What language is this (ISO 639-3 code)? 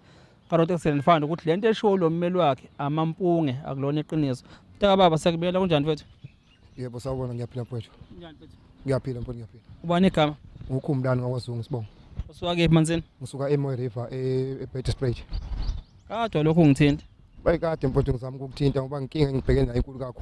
zul